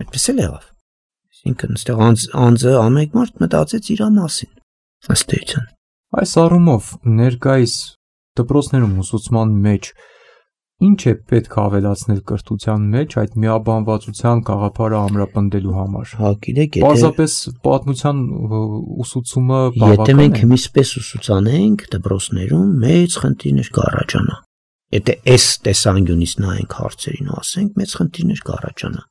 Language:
Armenian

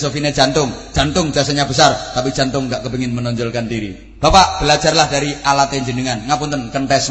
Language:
Javanese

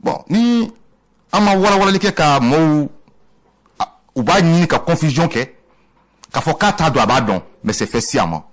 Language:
Bambara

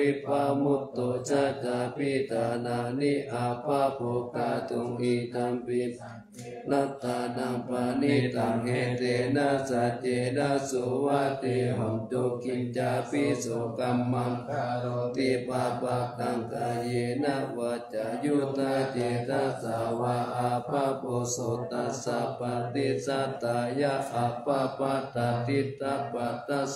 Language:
Pali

